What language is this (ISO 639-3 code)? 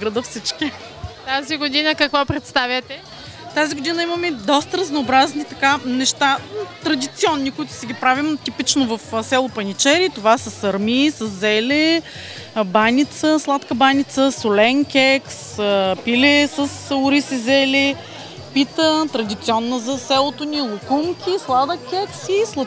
bul